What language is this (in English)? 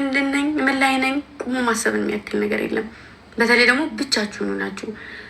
Amharic